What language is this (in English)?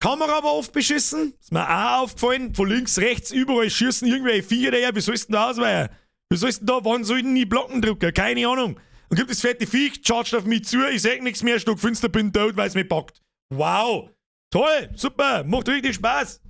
Bavarian